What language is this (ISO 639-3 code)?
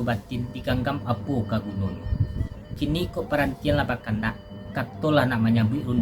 min